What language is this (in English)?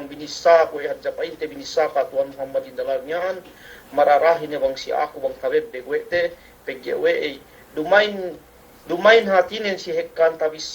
Yakan